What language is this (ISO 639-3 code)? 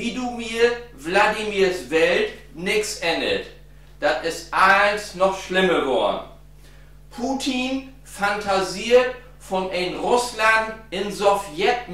nds